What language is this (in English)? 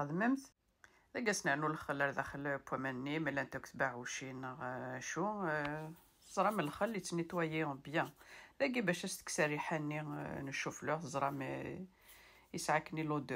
Kabyle